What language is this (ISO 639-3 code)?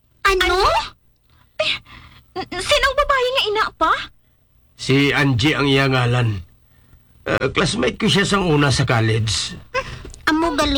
hil